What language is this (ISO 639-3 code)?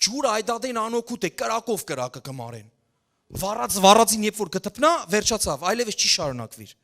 hyw